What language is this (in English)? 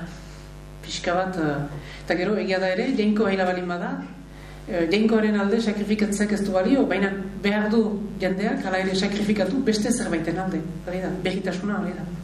Basque